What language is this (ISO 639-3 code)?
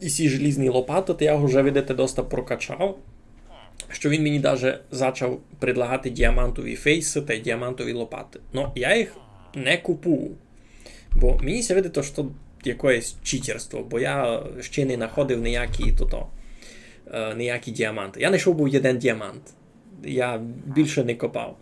rue